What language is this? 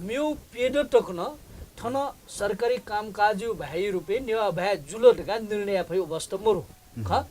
Newari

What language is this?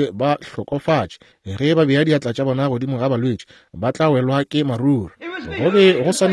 Northern Sotho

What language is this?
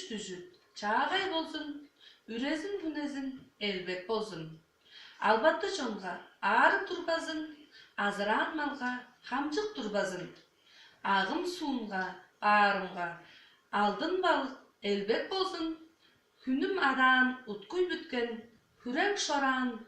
Tuvinian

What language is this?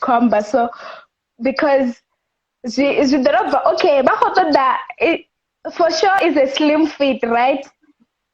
Venda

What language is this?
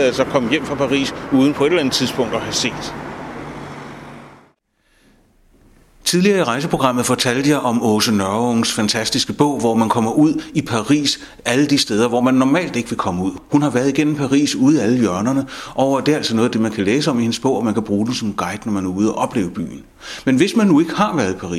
Danish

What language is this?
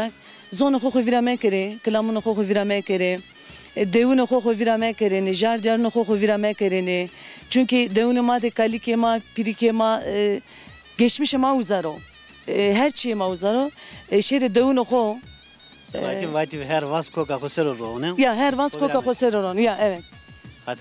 Zaza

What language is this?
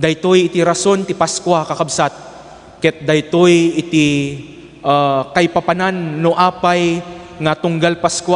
Iloko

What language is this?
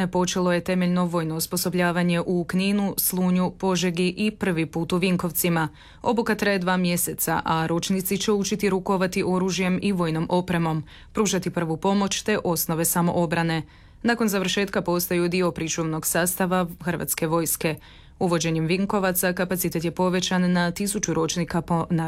Croatian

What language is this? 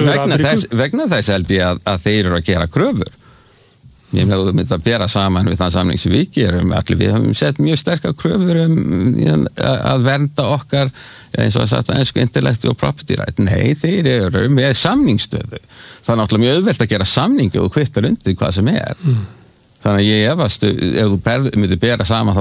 Icelandic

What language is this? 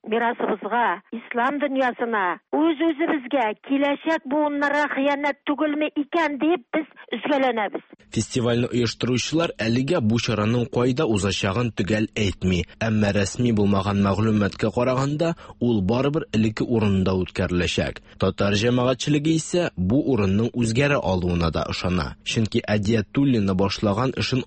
Tatar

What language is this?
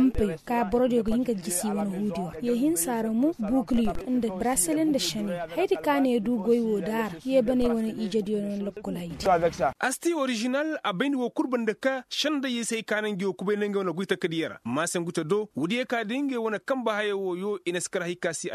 Koyraboro Senni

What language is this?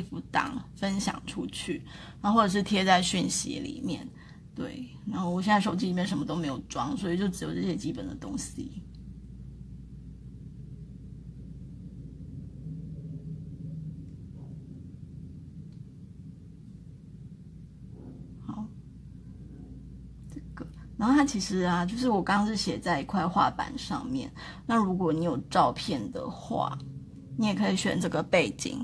Chinese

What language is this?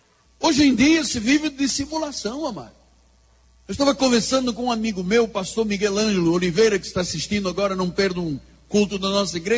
Portuguese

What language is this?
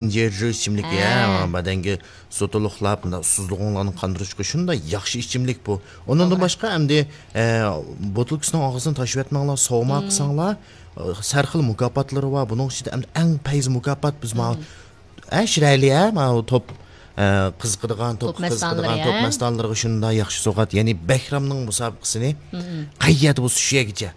Uyghur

